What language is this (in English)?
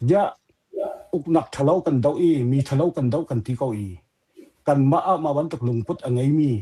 Hakha Chin